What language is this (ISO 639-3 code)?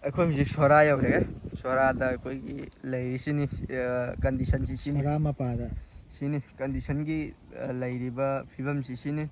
mni